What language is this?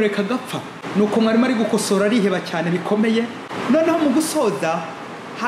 Kinyarwanda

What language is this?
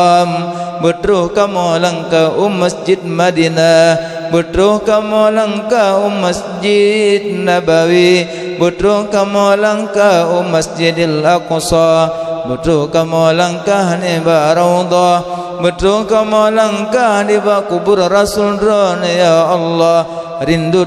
Achinese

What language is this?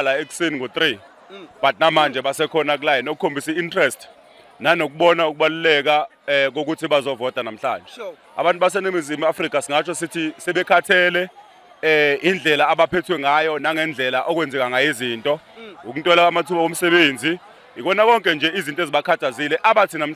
Zulu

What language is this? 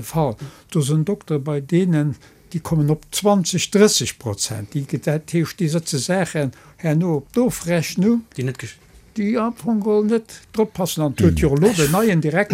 Luxembourgish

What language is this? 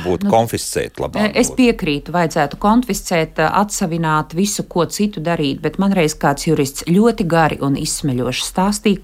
Latvian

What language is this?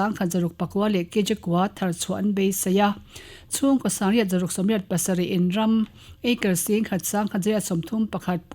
Mizo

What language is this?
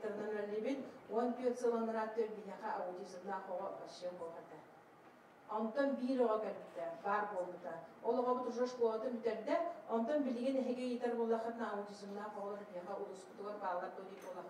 Yakut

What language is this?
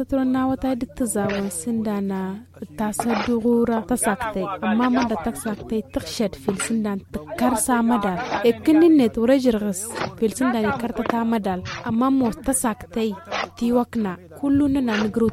Tamasheq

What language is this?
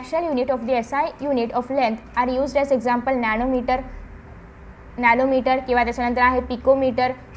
Marathi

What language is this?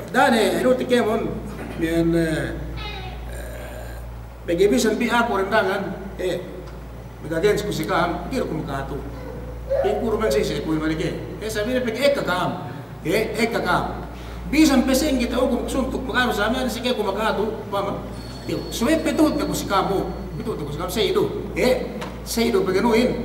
Yakan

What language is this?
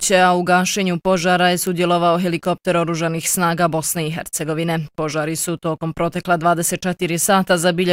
Bosnian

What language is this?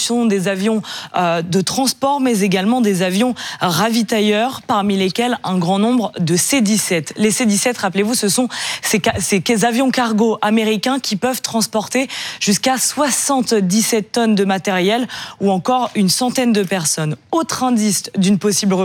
French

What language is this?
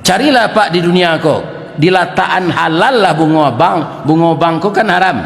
Minangkabau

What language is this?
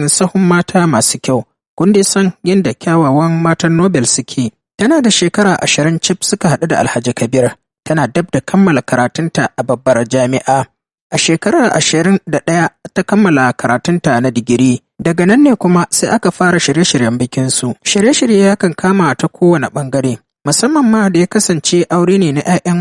Hausa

